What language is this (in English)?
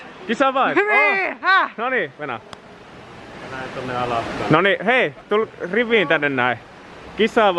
Finnish